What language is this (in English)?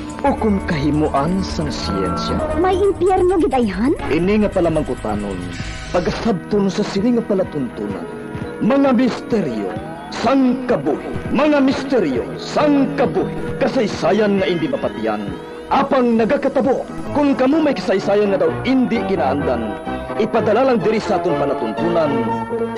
Hiligaynon